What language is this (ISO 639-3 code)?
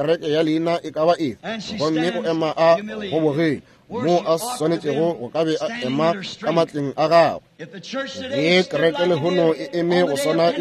nso